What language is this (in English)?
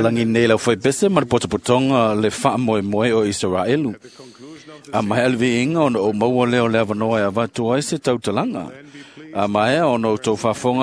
Samoan